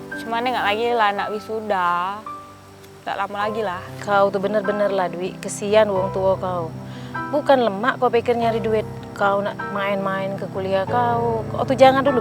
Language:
Musi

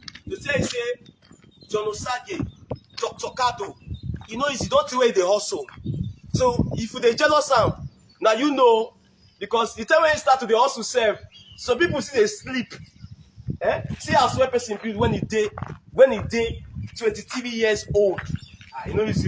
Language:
Nigerian Pidgin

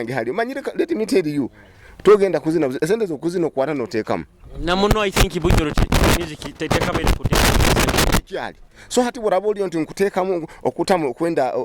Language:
Nyoro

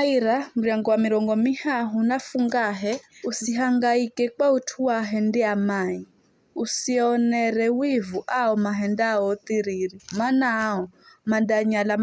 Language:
Giryama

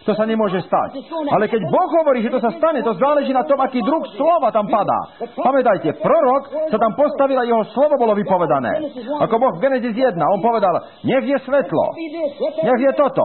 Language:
Slovak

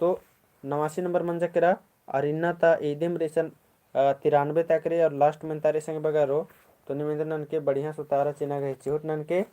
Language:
Kurukh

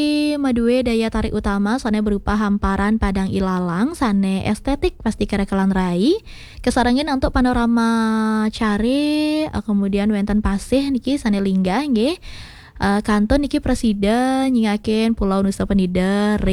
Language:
Balinese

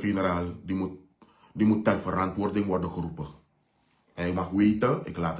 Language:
Sranan Tongo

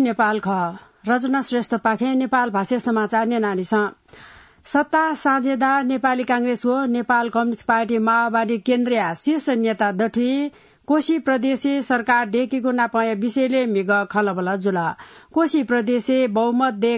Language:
Newari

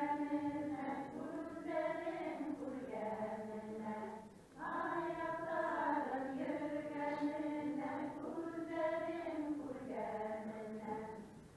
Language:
Bashkir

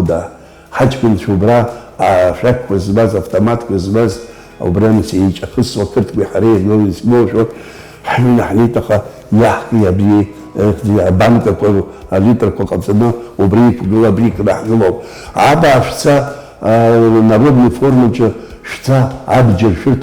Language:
Abkhazian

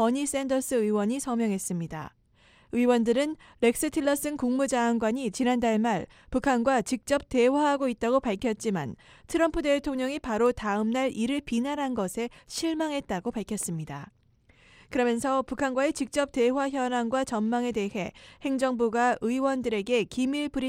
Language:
Korean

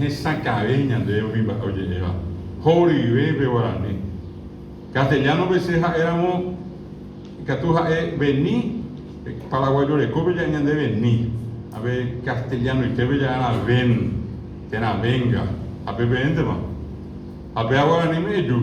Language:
Guarani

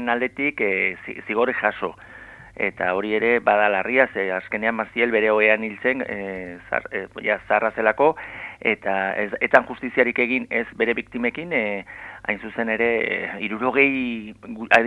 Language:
Basque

